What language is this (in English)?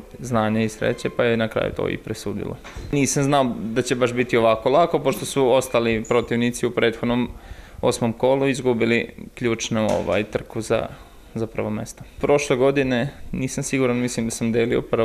Serbian